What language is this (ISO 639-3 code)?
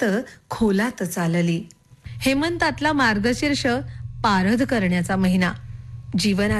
mar